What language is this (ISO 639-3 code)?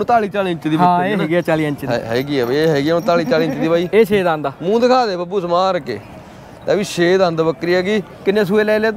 pan